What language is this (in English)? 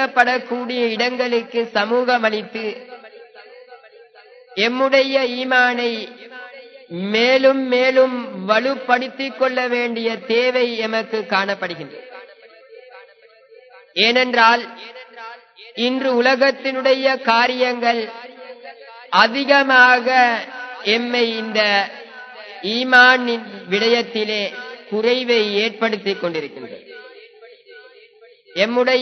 Tamil